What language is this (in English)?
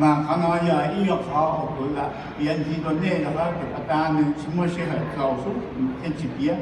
Hmong